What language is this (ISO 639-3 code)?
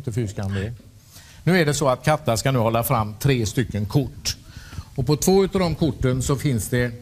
swe